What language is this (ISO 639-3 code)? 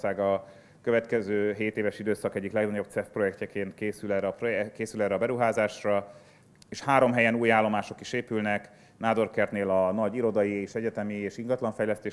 hun